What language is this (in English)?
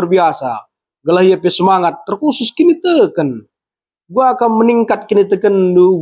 Batak Karo